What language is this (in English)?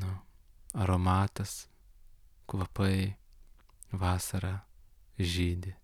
Lithuanian